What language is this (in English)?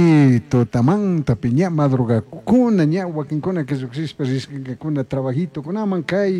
Chimborazo Highland Quichua